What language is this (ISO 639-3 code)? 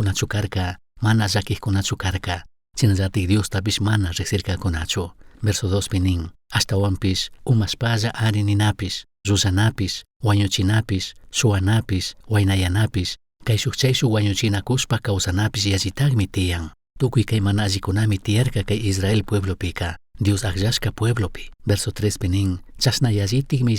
qug